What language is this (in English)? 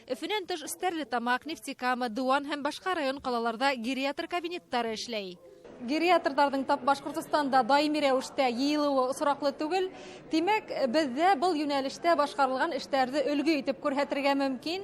Bashkir